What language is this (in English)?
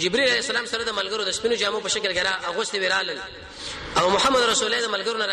Pashto